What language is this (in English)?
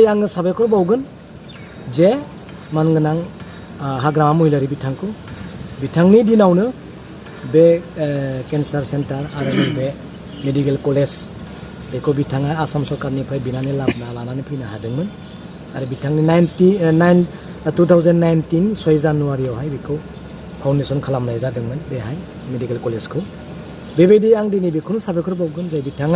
Bodo